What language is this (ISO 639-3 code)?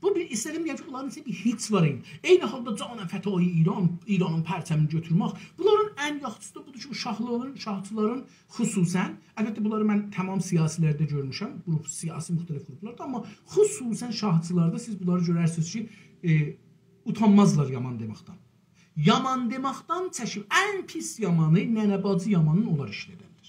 azb